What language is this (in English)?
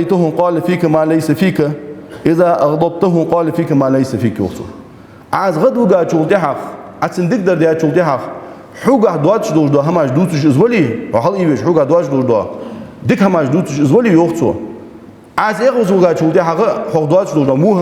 Ingush